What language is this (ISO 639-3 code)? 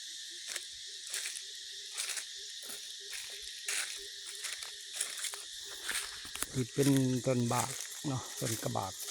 lao